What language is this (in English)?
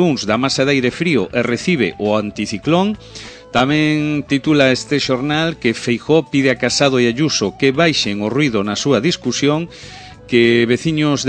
Galician